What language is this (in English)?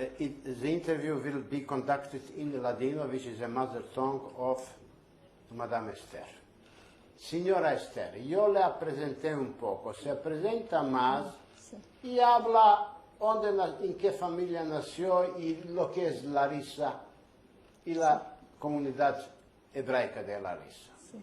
Ladino